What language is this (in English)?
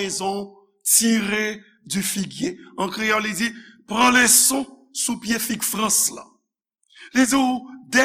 Haitian Creole